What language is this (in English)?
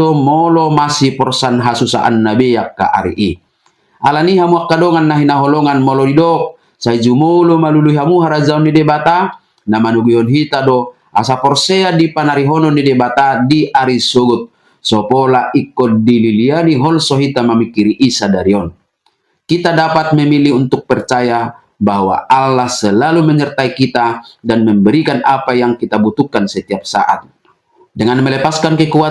Batak Toba